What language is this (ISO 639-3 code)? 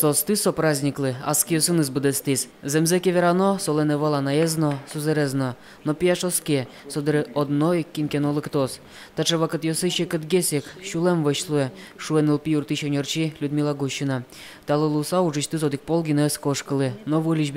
udm